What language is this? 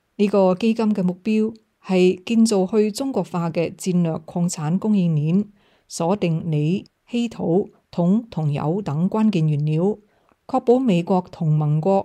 Cantonese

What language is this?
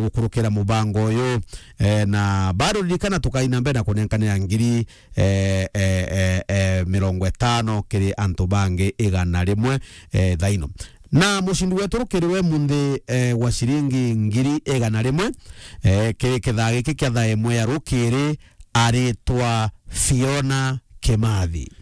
Meru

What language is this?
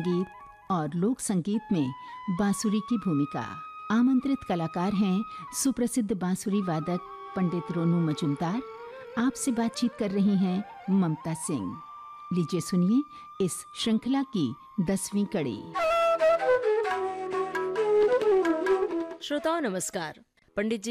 Hindi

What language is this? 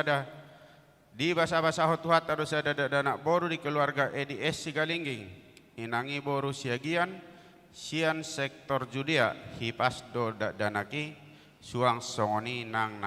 Batak Toba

